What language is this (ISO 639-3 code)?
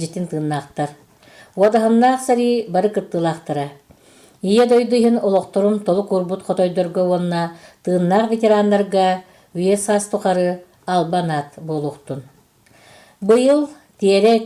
sah